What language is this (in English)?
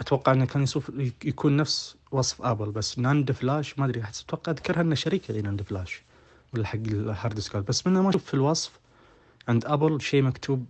Najdi Arabic